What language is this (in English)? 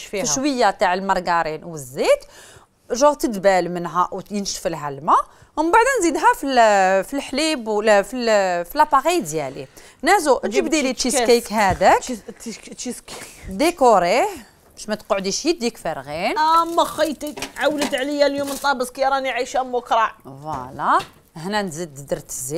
Algerian Arabic